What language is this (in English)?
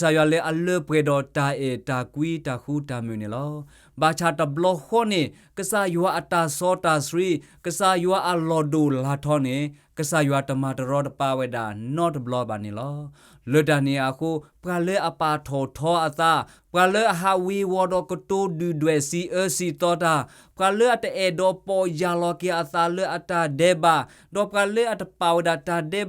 S'gaw Karen